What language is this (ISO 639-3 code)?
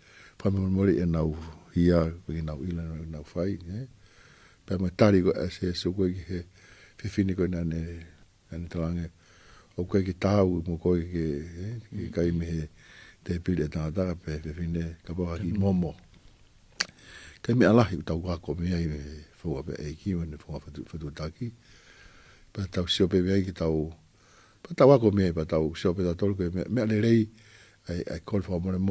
ton